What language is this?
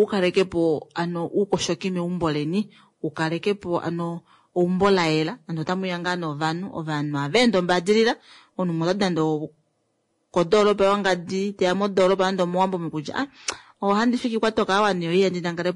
Kuanyama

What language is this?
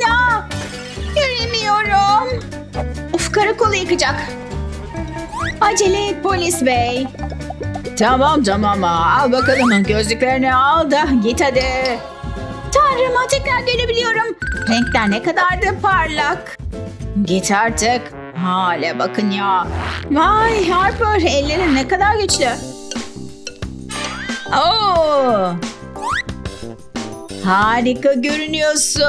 Turkish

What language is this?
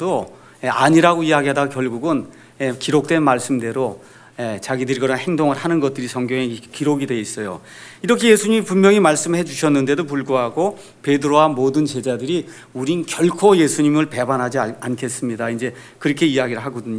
Korean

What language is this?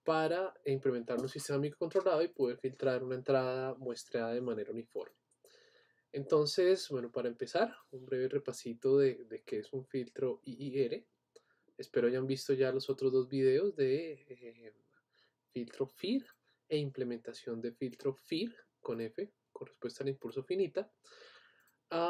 Spanish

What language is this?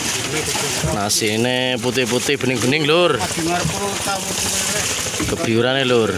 Javanese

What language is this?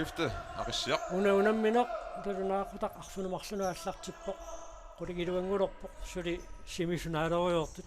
Kalaallisut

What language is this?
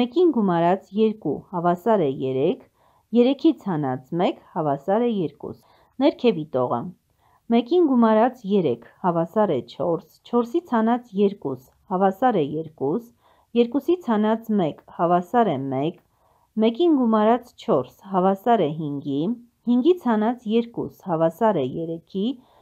Armenian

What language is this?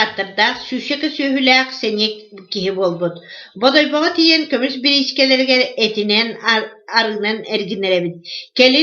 Yakut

